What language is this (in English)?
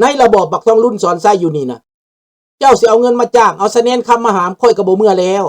Lao